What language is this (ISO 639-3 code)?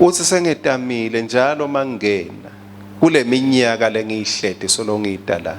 ssw